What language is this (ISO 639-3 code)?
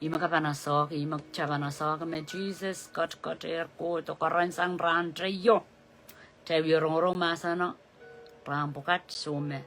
pon